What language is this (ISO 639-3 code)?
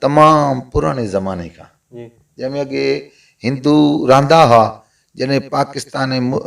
snd